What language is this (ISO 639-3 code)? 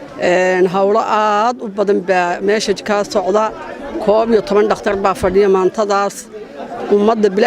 som